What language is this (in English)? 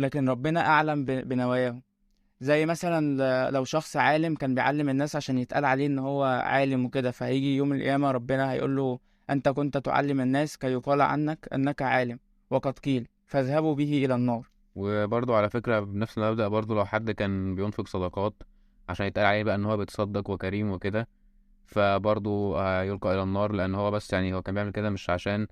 Egyptian Arabic